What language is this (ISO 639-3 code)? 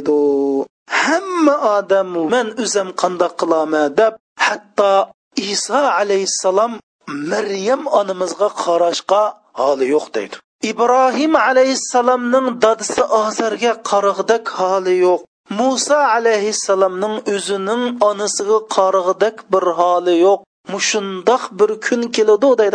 uig